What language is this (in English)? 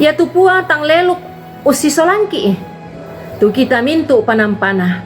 Toraja-Sa'dan